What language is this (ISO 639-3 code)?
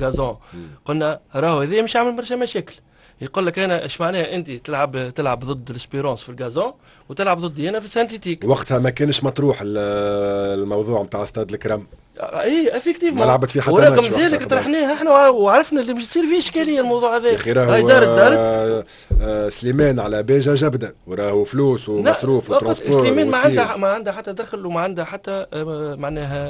aeb